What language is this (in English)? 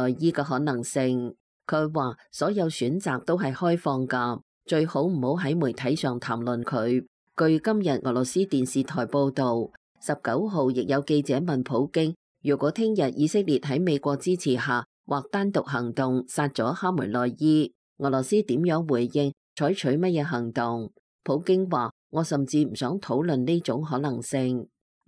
Cantonese